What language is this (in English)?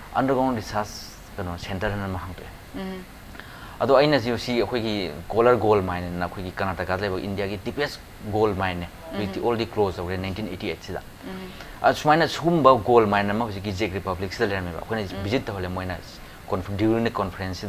Manipuri